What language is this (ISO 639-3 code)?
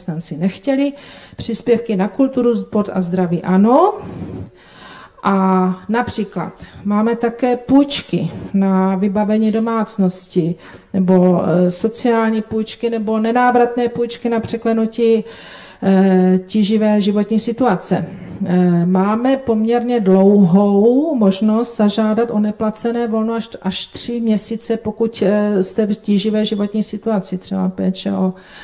ces